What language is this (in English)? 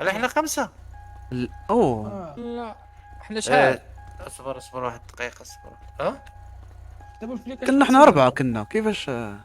Moroccan Arabic